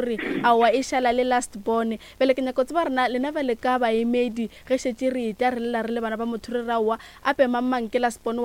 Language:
Northern Sotho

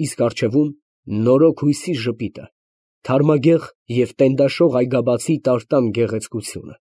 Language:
Armenian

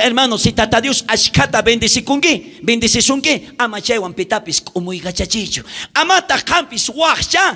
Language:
South Bolivian Quechua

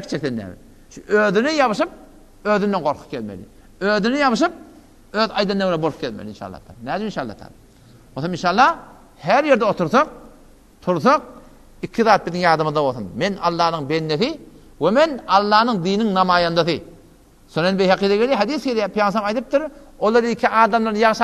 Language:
Turkmen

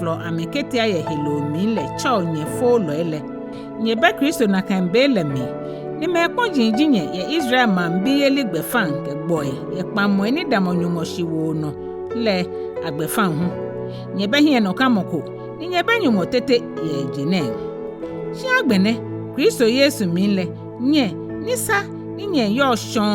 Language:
Ga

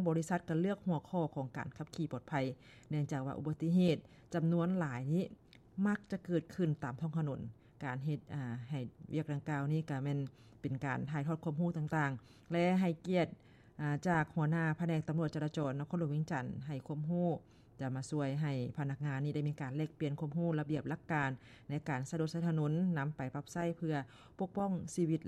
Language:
Lao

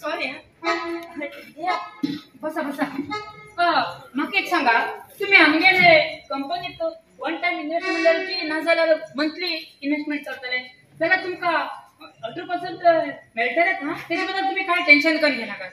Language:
Konkani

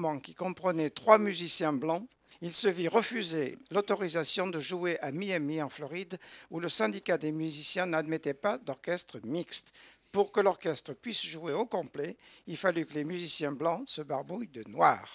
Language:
French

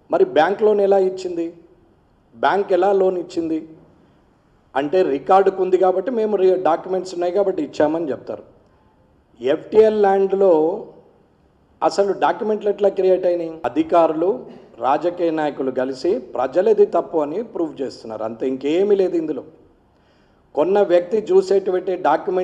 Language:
Telugu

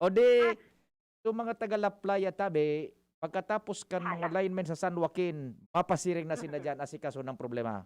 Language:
Bikol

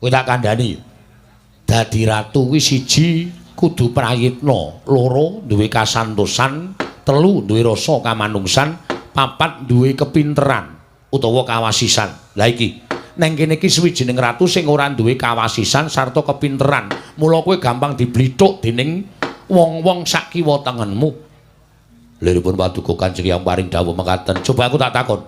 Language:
Javanese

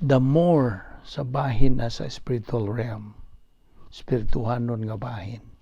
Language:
Cebuano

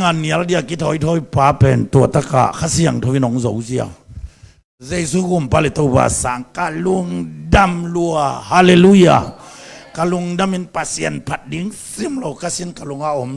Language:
Tedim Chin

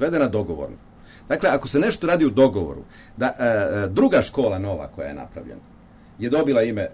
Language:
Serbian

